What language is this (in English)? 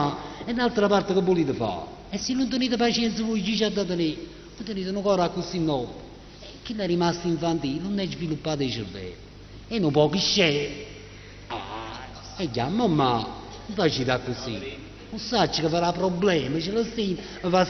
Neapolitan